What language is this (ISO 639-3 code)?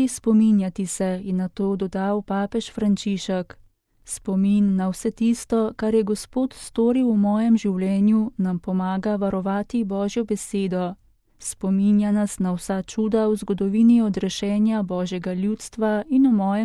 slv